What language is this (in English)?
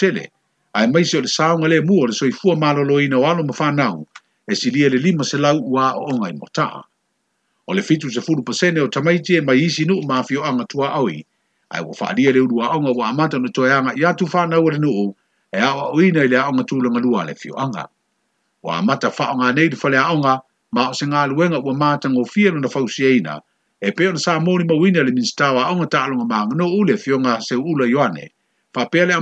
Samoan